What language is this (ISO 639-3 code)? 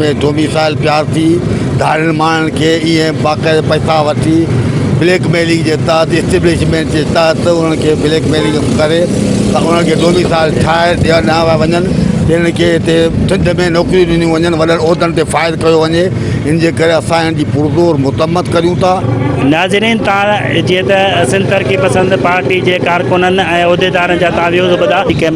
snd